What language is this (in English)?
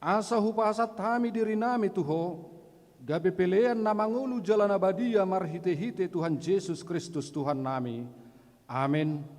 Batak Toba